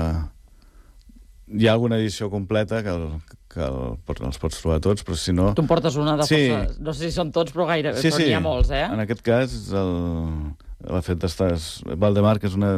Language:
Catalan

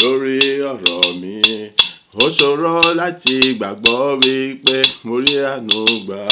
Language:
Yoruba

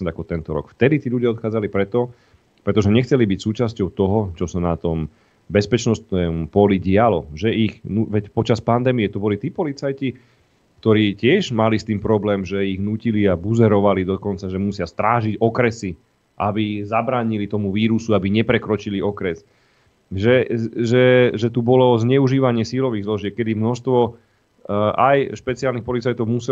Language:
Slovak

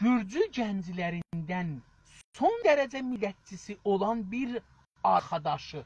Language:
South Azerbaijani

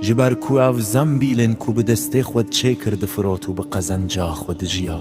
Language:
Kurdish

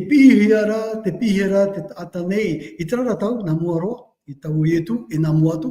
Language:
Tahitian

